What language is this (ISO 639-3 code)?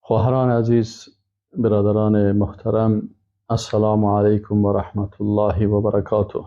fas